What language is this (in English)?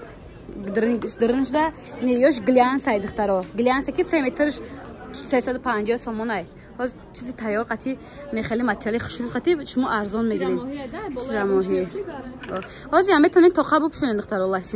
Tajik